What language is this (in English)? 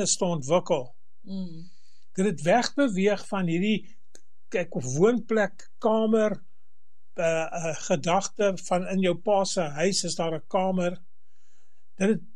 Afrikaans